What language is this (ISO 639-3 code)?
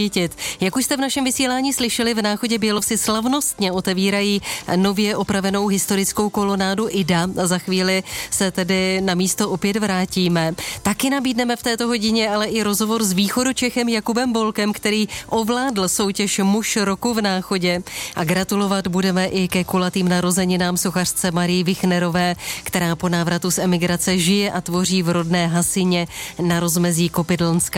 ces